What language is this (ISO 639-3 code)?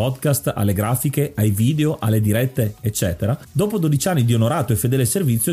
ita